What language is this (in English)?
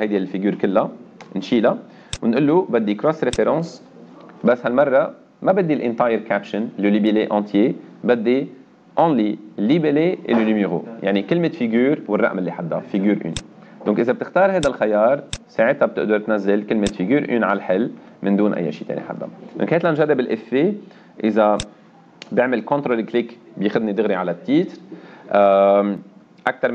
North Levantine Arabic